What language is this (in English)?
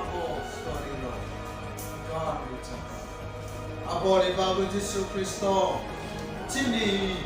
Kok Borok